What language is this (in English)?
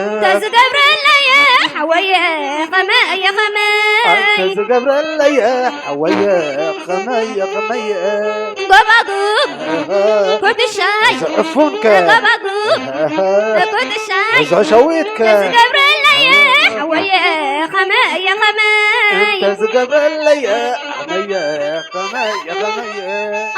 Tigrinya